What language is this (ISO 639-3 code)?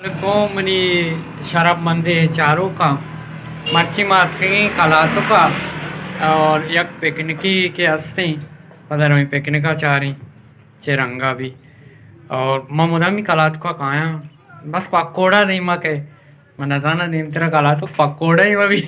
bal